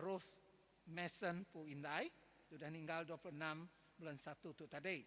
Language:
Iban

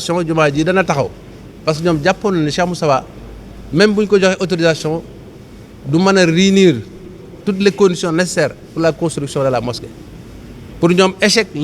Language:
Wolof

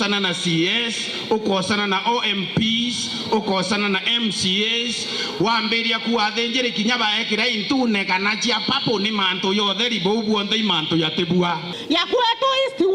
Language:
Meru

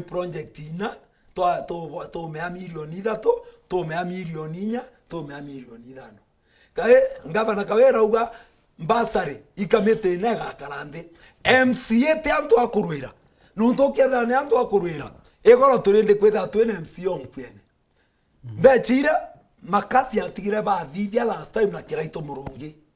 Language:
Meru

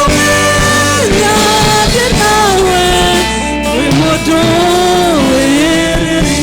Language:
Kikuyu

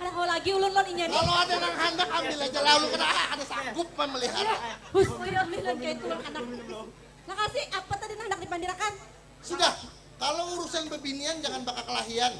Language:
Banjar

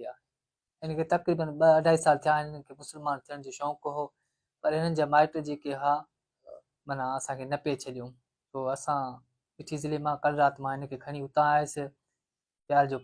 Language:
Sindhi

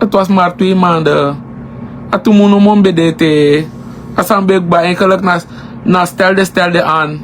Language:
Sranan Tongo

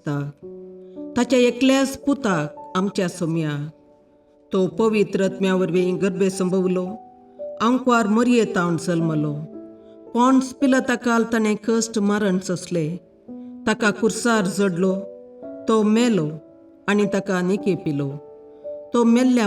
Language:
Konkani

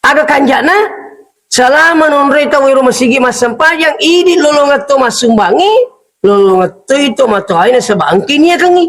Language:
Buginese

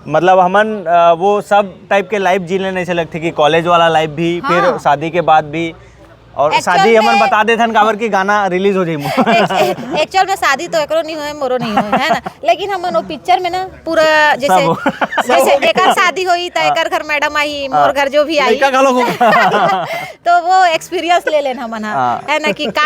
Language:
Chhattisgarhi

